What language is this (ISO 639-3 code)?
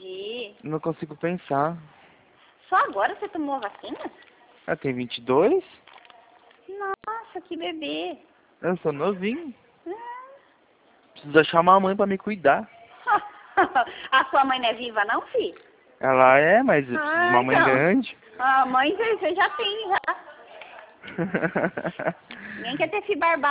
por